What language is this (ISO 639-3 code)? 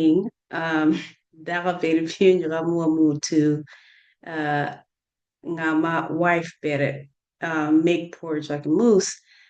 ach